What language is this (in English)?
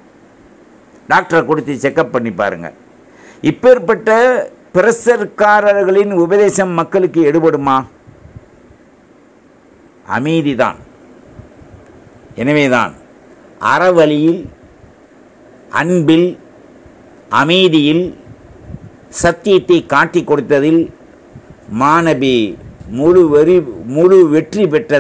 Tamil